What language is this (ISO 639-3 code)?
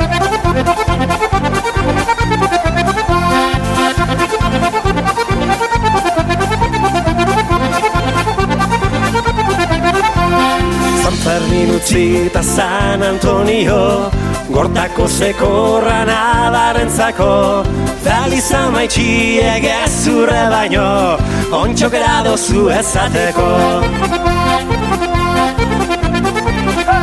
eus